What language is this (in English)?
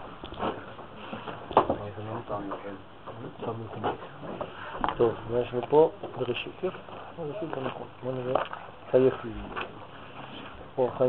Hebrew